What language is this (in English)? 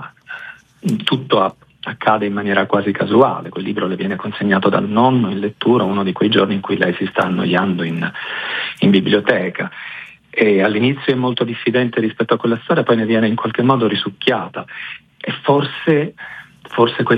Italian